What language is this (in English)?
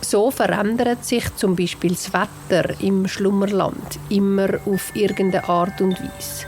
Swiss German